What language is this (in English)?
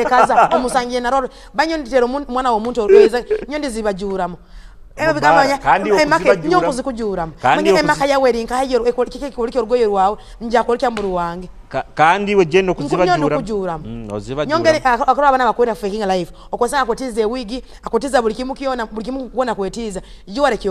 Tooro